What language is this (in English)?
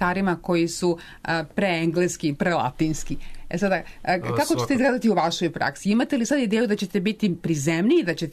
Serbian